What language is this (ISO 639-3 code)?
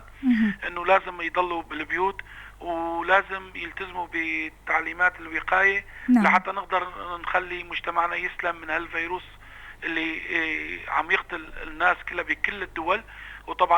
apc